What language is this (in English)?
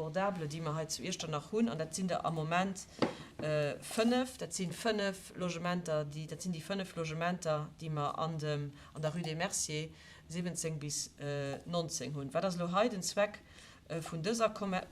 Luxembourgish